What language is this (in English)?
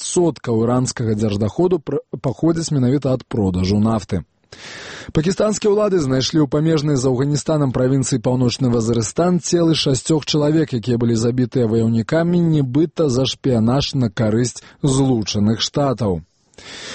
Belarusian